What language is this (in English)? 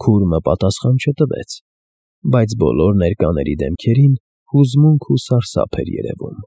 Armenian